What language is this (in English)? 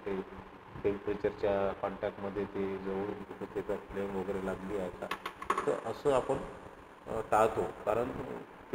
Marathi